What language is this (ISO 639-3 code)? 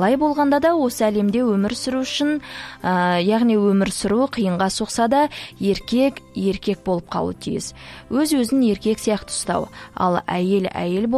kaz